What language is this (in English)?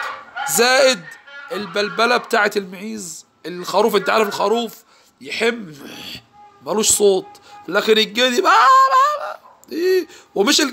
Egyptian Arabic